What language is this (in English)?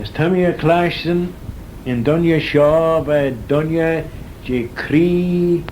Manx